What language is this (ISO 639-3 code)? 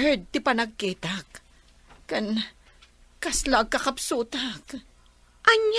ilo